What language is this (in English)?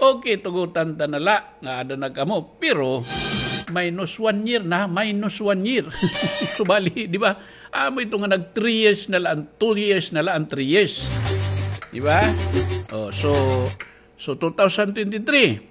Waray